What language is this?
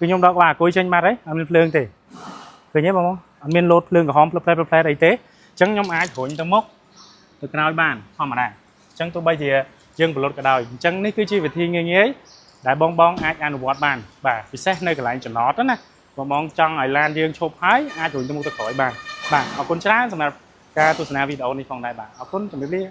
Khmer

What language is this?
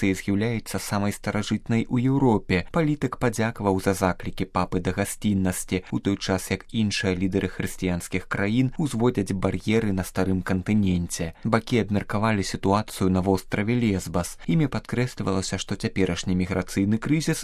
Belarusian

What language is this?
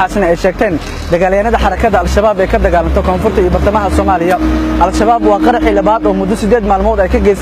Somali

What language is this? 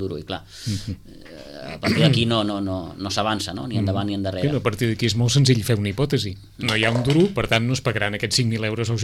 Catalan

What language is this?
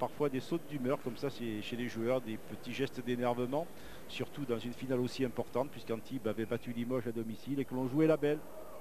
French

